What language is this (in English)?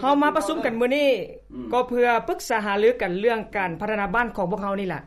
Lao